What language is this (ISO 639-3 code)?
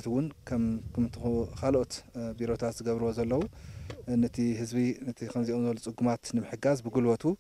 tir